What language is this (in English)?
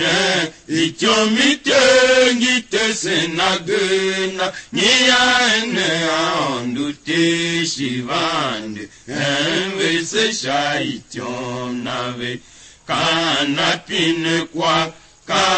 Tiv